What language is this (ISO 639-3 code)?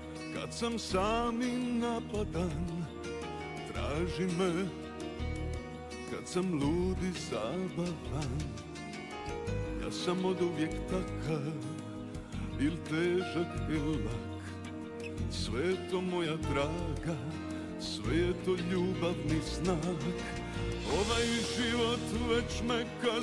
hrv